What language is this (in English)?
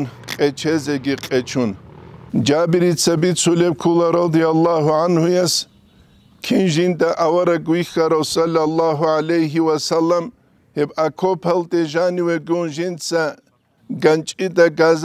Avaric